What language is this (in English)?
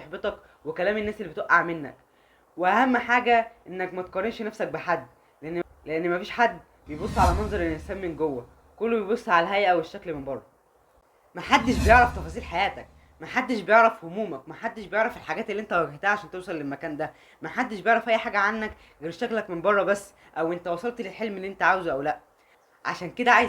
Egyptian Arabic